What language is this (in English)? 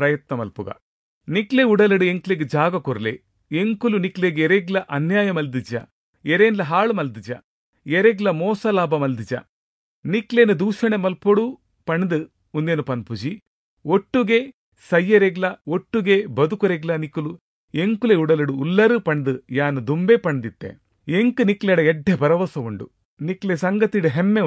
Tulu